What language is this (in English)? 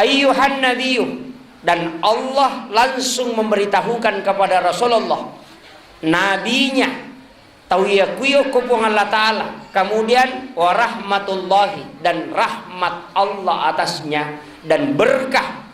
Buginese